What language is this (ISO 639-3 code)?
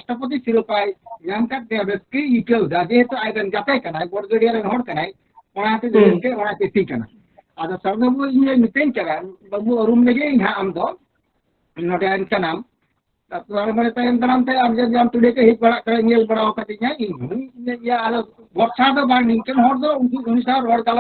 sat